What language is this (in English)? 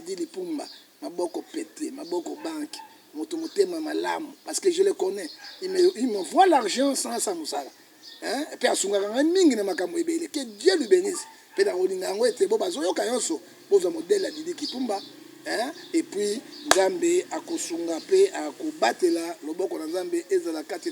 Lingala